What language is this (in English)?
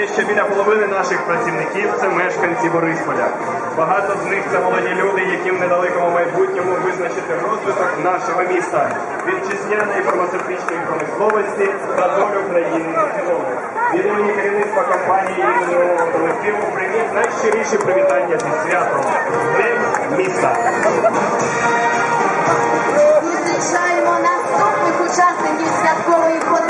Ukrainian